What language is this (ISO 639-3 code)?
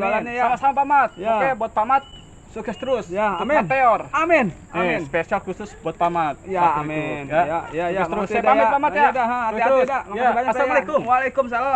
bew